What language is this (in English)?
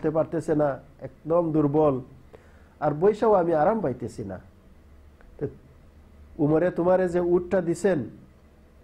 Bangla